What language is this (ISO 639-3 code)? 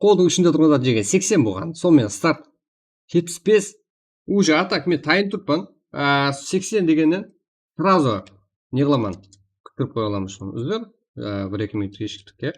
kaa